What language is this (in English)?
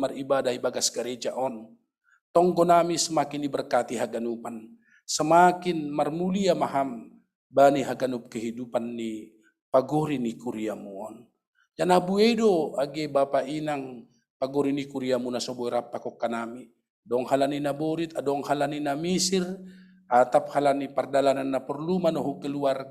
Batak Simalungun